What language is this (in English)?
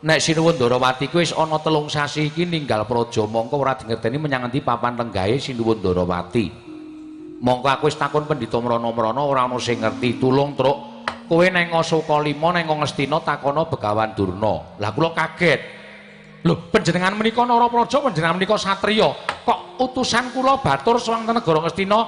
Javanese